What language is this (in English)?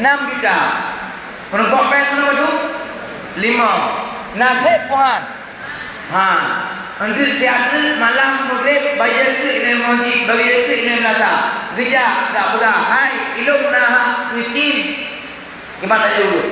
Achinese